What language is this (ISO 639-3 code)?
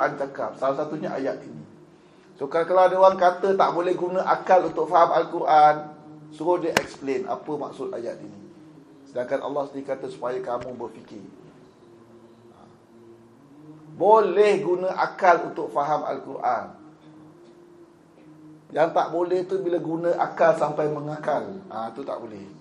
msa